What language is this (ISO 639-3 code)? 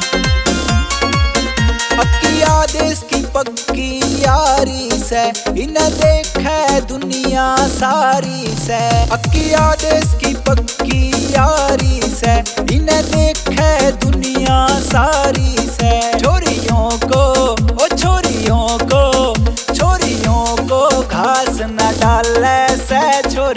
bgc